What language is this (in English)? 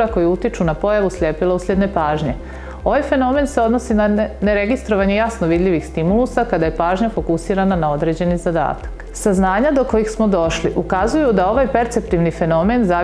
Bosnian